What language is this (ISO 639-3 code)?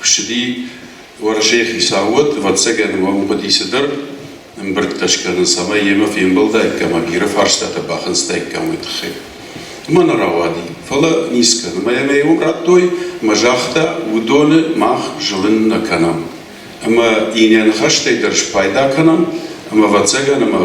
oss